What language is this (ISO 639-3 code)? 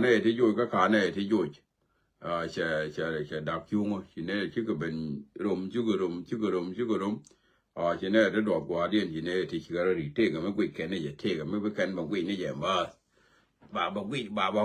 nus